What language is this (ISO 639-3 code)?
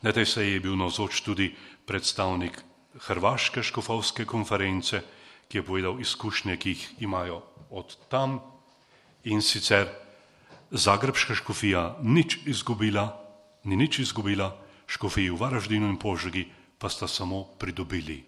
slv